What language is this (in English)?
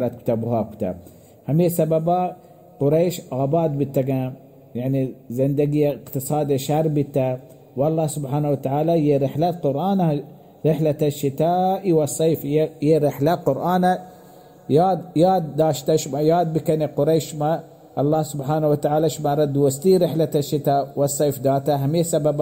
Baluchi